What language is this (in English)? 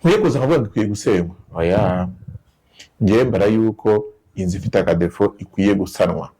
Kinyarwanda